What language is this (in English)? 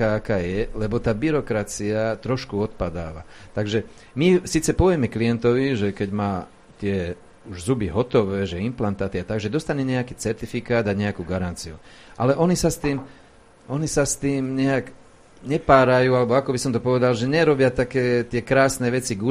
Slovak